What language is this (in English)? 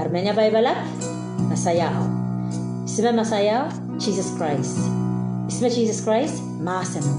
Pohnpeian